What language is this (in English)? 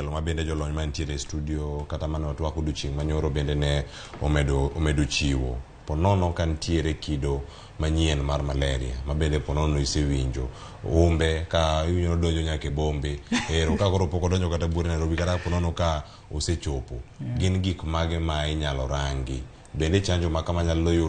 Luo (Kenya and Tanzania)